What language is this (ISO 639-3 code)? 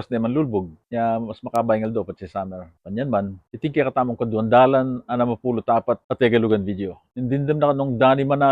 pam